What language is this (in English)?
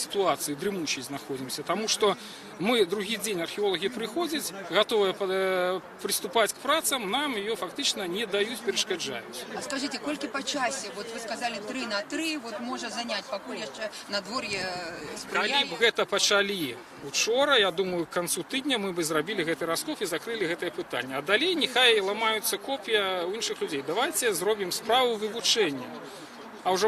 Belarusian